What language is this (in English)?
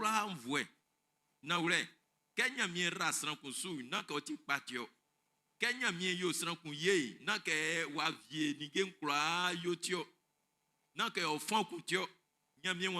Baoulé